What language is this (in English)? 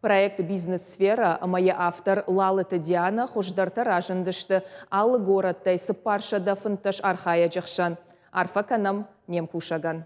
Ossetic